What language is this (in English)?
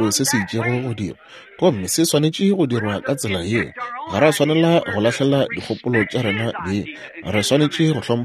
Northern Sotho